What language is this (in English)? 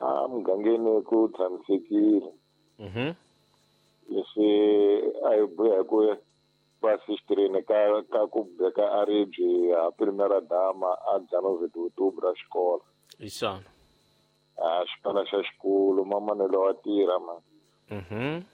Tsonga